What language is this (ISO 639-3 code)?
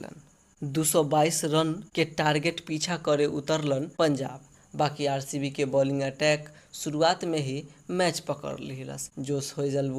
bho